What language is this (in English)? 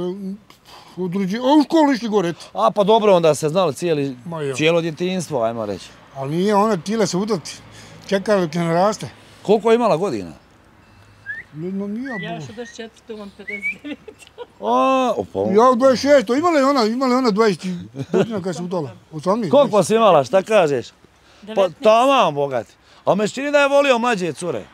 Bosnian